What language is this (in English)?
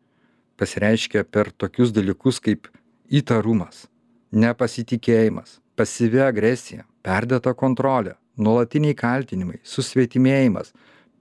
Lithuanian